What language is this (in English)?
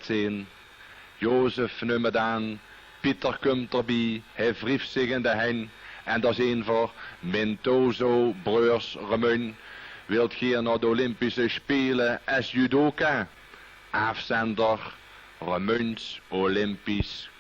Limburgish